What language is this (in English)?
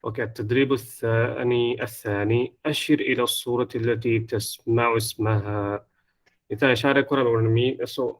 Divehi